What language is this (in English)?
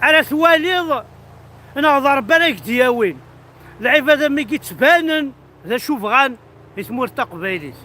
Kabyle